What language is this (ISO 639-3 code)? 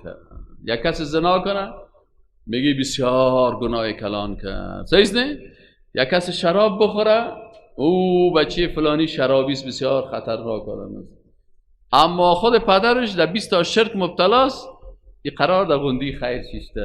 fas